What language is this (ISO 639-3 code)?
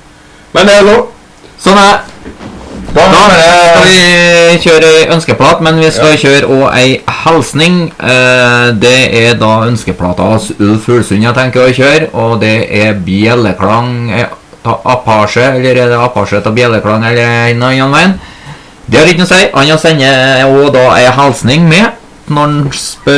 nor